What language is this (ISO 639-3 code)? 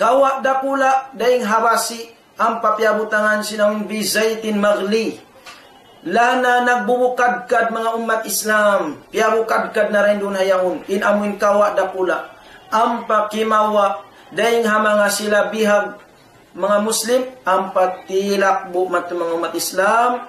tsg